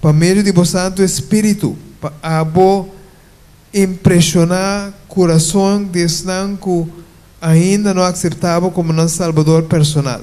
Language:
Papiamento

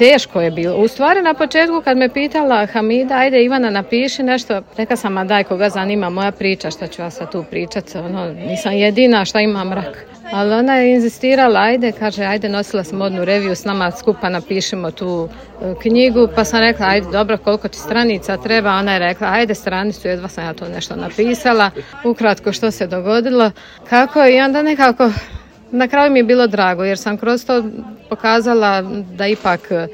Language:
Serbian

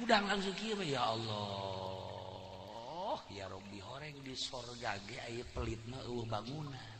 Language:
Sundanese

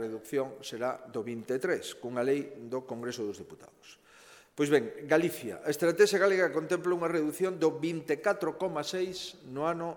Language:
Galician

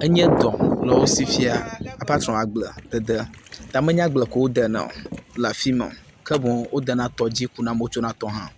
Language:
Ewe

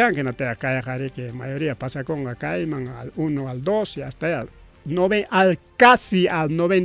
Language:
Ayacucho Quechua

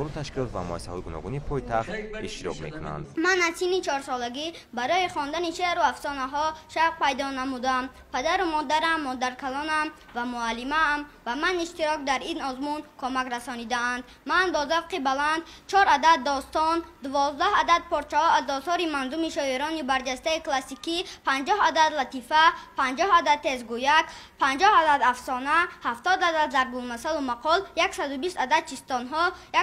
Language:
Tajik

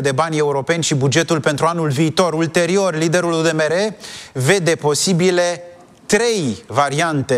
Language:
Romanian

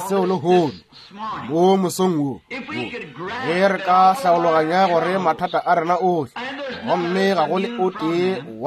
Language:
Northern Sotho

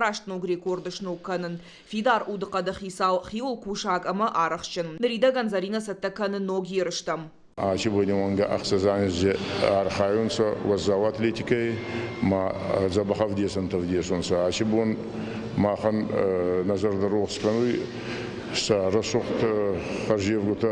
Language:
Ossetic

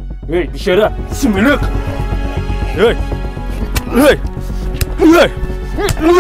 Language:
Kazakh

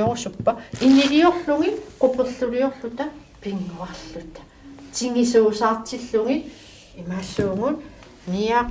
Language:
Kalaallisut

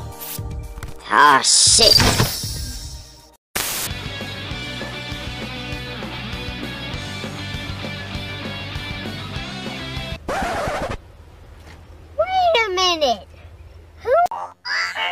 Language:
English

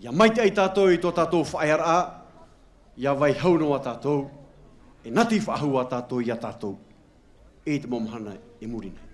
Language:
Tahitian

